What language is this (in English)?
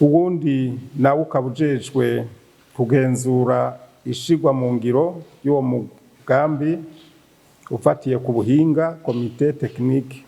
Rundi